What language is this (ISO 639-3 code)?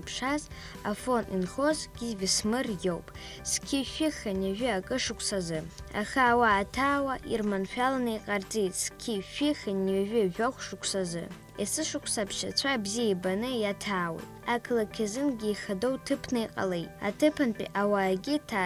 abk